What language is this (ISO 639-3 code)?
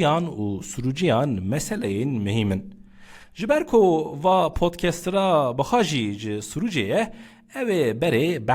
kur